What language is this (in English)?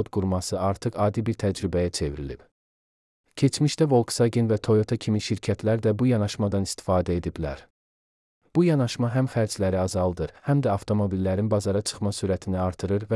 Azerbaijani